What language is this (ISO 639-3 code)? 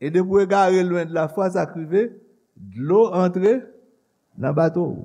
hat